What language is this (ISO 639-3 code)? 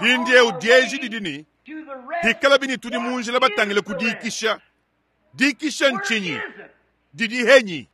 lua